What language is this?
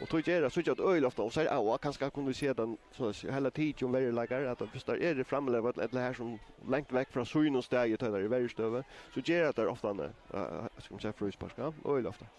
Faroese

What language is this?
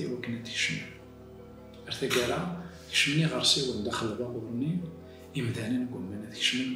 Kabyle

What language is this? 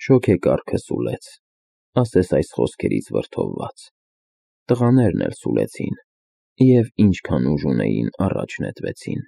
Armenian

